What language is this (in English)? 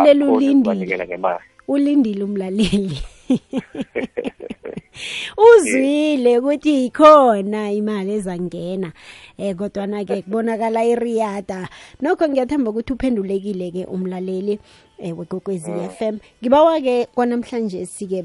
South Ndebele